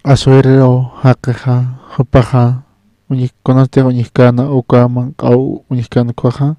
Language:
Aymara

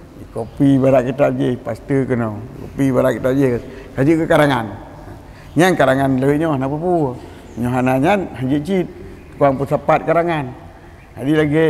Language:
Achinese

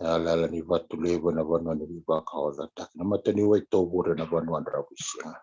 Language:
Fijian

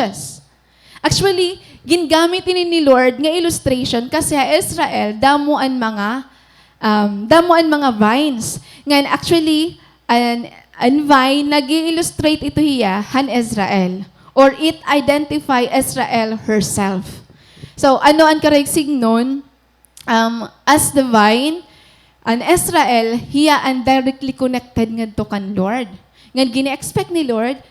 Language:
Waray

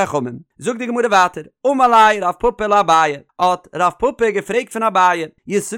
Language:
Yiddish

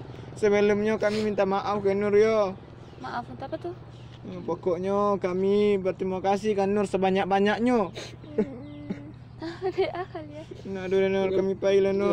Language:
Minangkabau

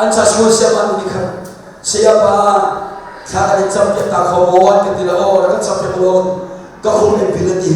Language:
Hakha Chin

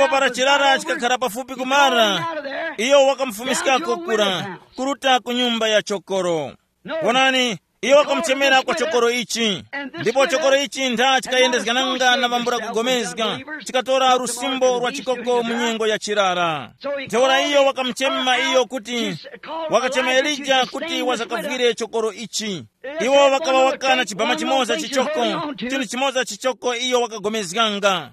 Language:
Tumbuka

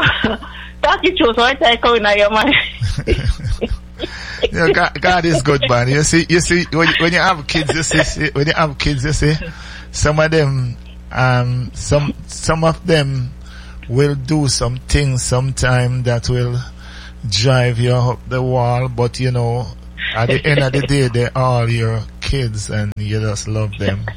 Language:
English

